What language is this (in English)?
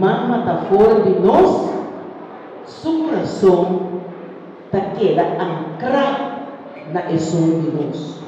Papiamento